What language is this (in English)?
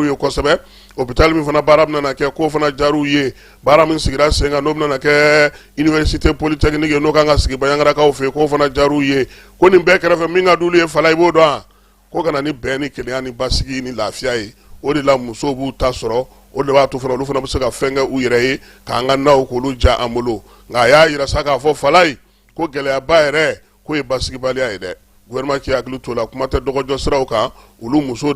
Bambara